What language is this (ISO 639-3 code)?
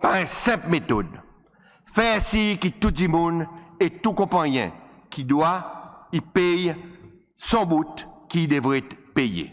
crs